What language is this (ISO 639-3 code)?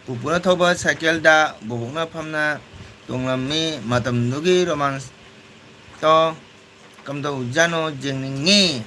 mni